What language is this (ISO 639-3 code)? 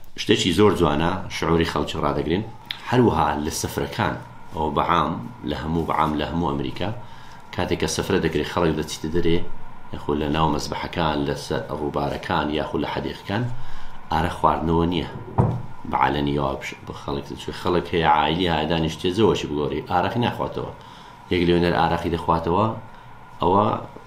ckb